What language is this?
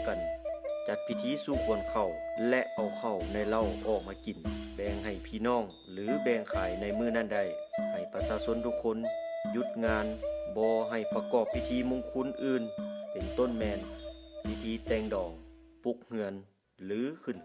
Lao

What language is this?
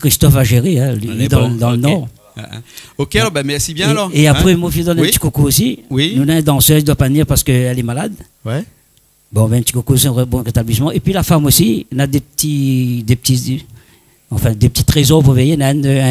Réunion Creole French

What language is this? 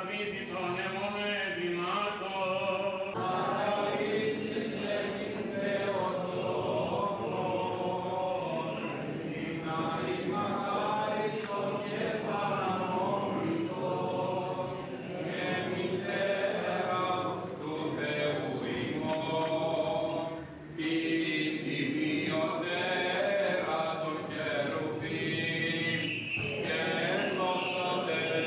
Greek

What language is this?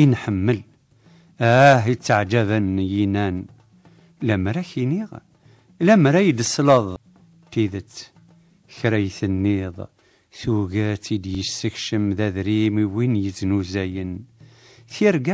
Kabyle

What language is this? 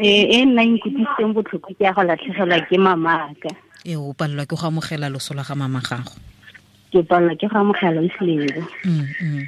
Tswana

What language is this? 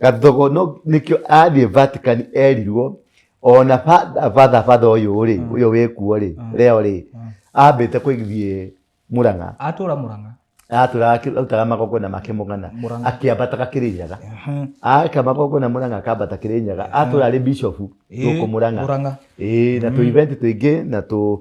Kikuyu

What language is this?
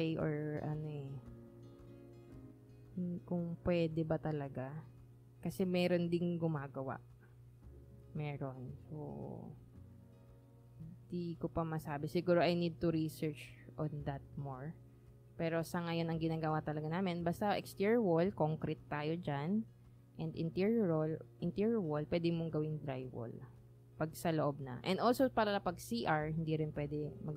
Filipino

